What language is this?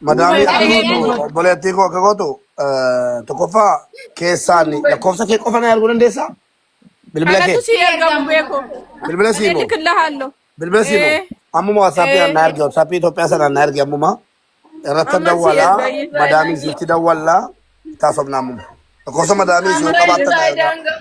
Oromo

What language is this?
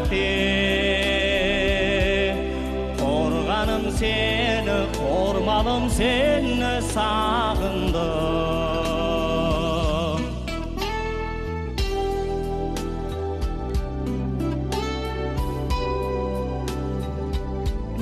Kazakh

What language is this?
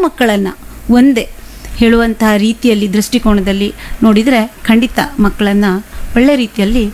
Kannada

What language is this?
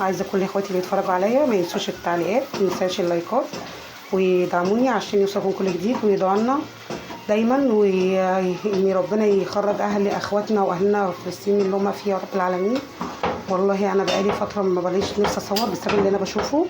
Egyptian Arabic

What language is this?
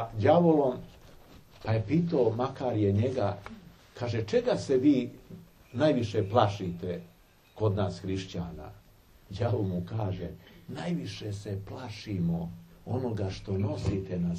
Serbian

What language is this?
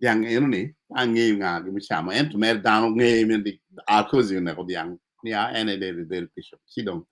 Acoli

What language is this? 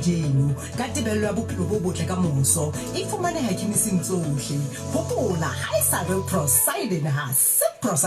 Southern Sotho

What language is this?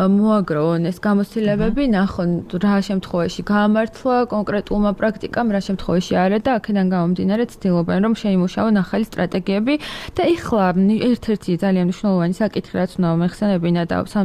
Georgian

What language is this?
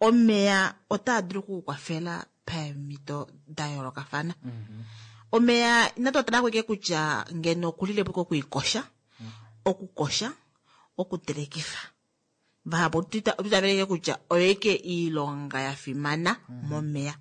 Kuanyama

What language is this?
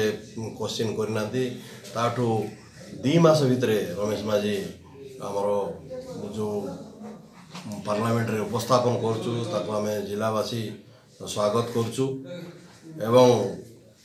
Odia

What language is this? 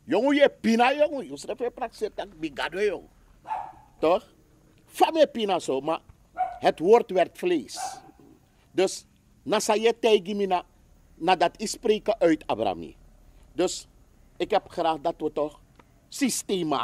Sranan Tongo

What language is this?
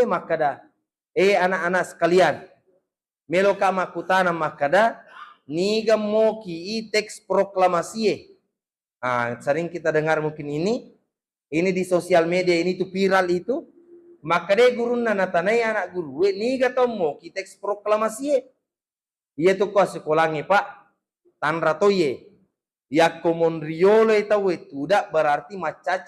Buginese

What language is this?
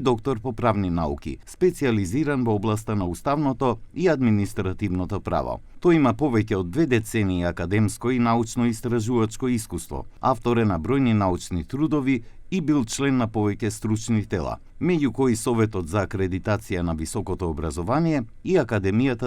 Macedonian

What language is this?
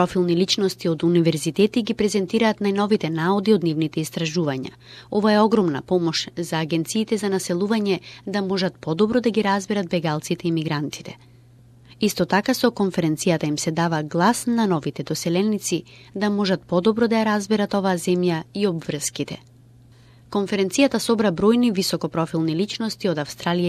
Macedonian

